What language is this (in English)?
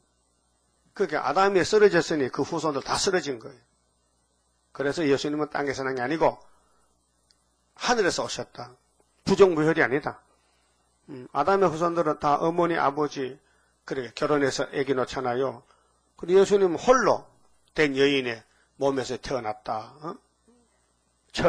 Korean